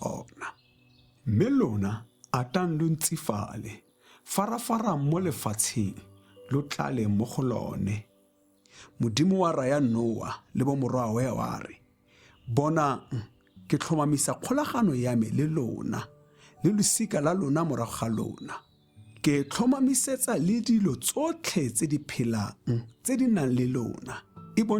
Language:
Tswana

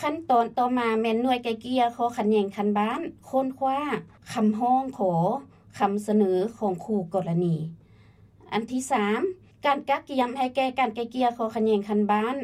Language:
Lao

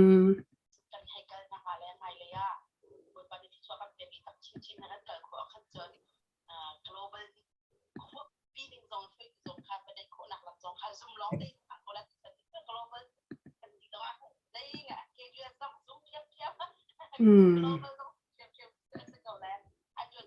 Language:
Hakha Chin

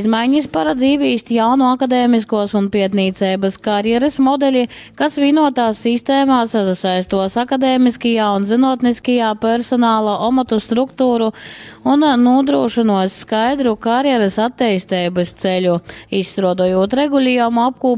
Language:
Latgalian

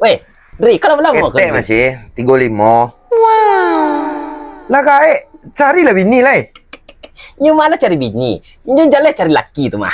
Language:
Minangkabau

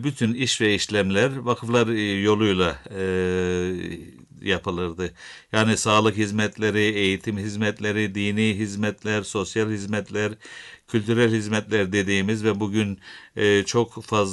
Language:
Turkish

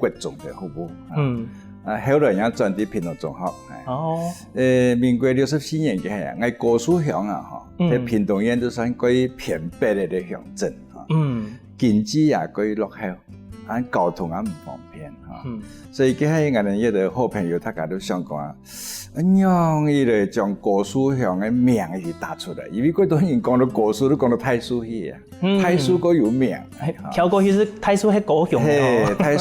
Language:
Hakka Chinese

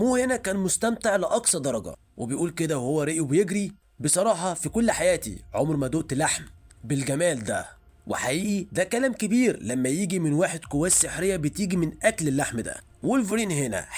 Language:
Egyptian Arabic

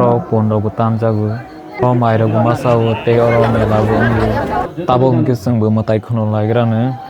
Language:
Kok Borok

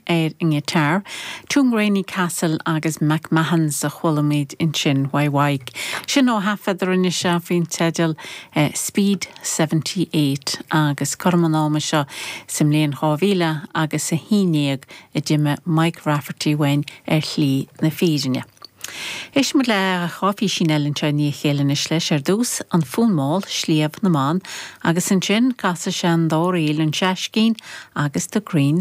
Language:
Irish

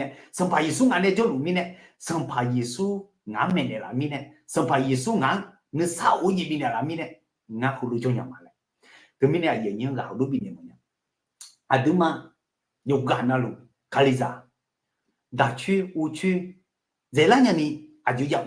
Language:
Akha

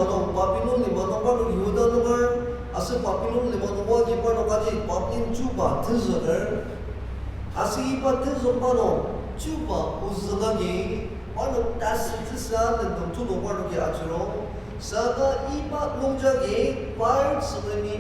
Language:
Ao Naga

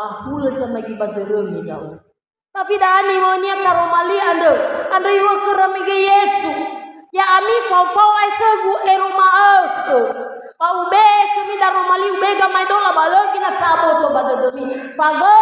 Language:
Nias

